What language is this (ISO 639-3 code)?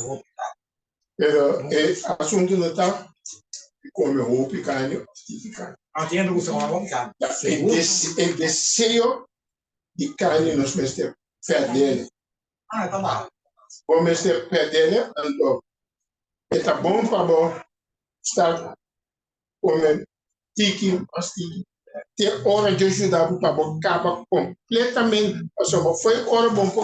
pap